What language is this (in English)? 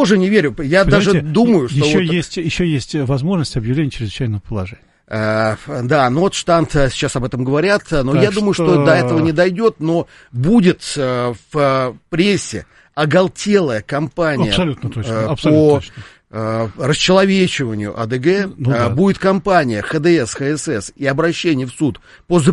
Russian